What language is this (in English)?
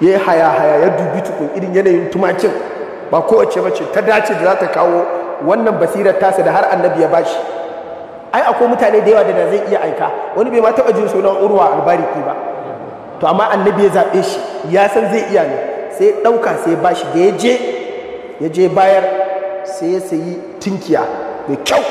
Hausa